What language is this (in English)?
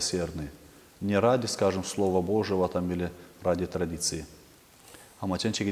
Gagauz